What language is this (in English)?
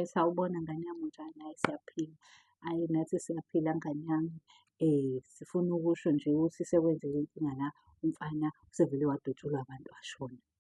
Zulu